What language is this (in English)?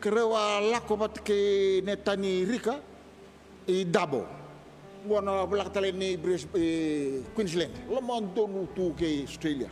Fijian